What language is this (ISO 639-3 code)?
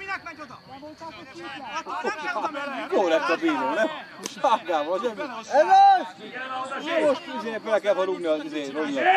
hun